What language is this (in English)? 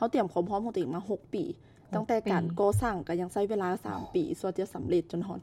Lao